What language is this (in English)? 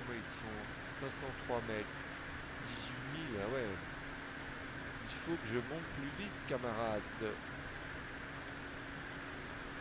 French